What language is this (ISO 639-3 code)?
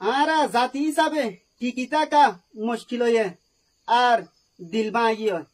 rhg